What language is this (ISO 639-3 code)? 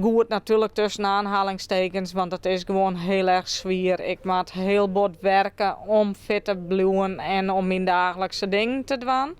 fry